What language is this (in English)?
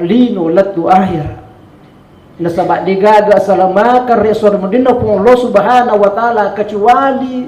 Buginese